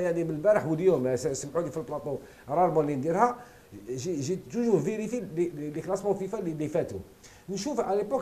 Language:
Algerian Arabic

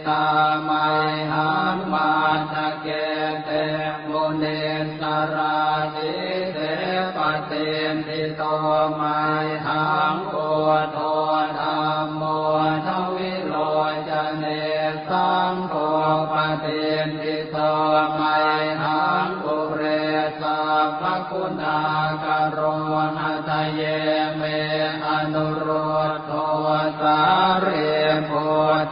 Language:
Pali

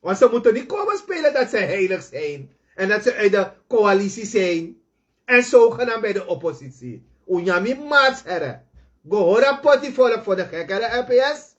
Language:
Sranan Tongo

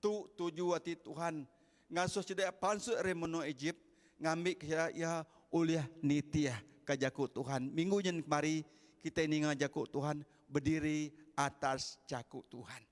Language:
Iban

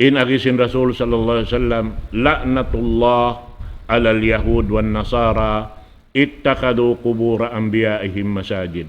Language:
Tausug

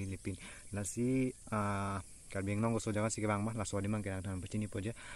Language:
Karbi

